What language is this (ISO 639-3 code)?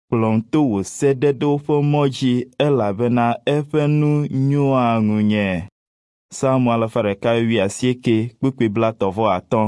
ewe